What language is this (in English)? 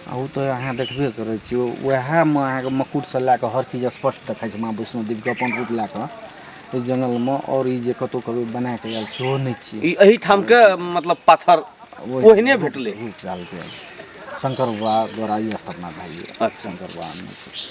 Maithili